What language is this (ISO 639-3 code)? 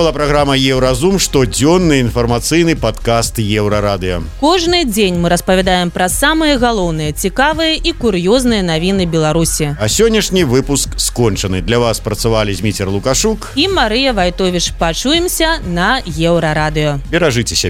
bel